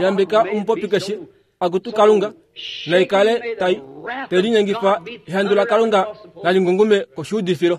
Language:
Kuanyama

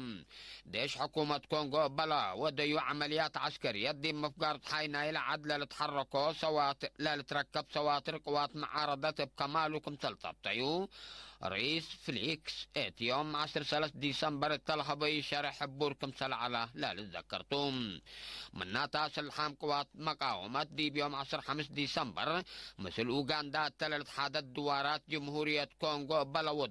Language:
Tigre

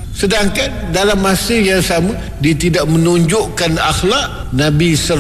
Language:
Malay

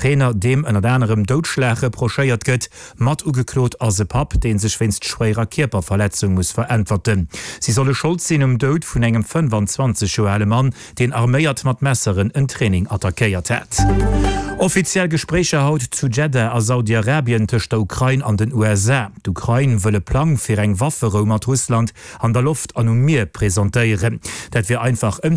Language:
Luxembourgish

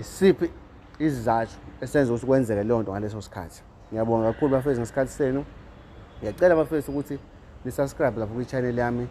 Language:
Zulu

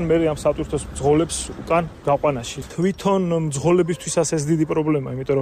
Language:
Georgian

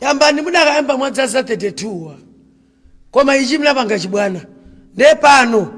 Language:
Nyanja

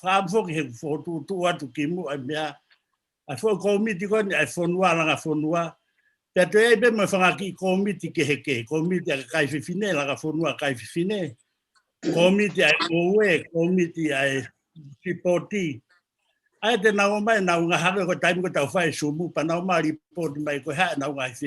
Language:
Tongan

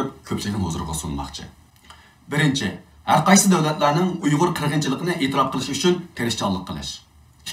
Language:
Uyghur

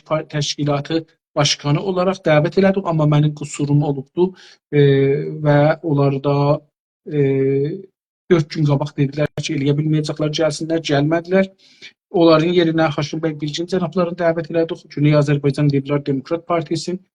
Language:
South Azerbaijani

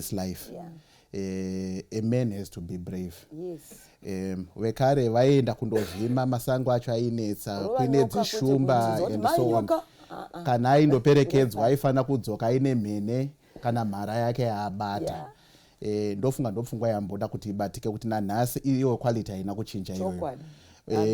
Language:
Shona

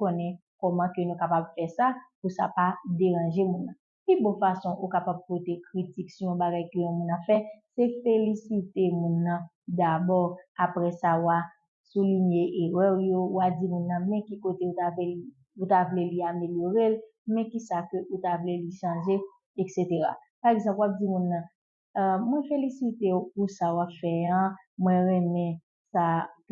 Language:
Haitian Creole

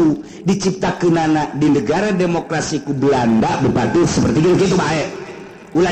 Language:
Sundanese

